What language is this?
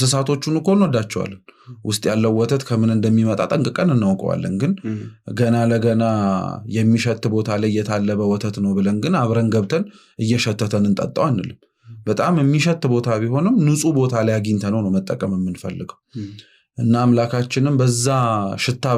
Amharic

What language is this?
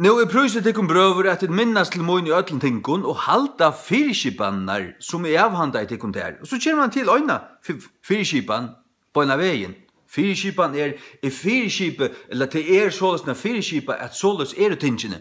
Faroese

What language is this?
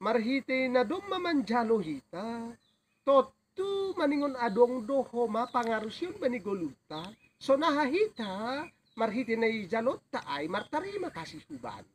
Batak Simalungun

